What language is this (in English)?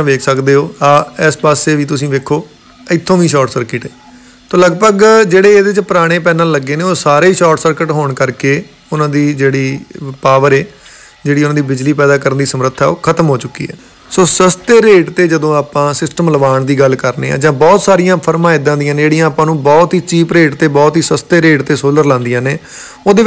Punjabi